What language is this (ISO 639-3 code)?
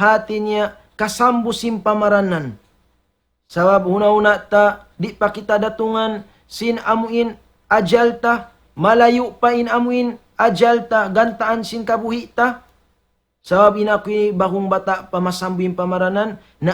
tsg